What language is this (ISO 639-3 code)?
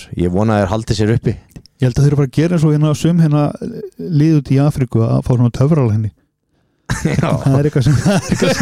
isl